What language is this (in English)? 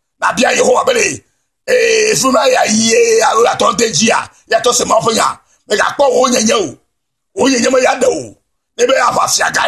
Ewe